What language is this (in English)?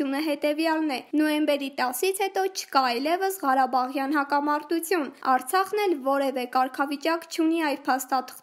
Armenian